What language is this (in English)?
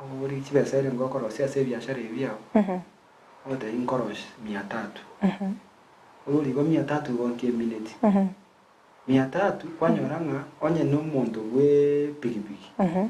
Gusii